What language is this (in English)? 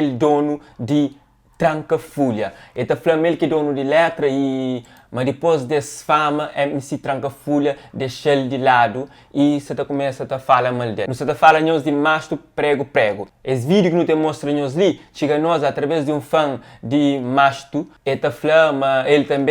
Kabuverdianu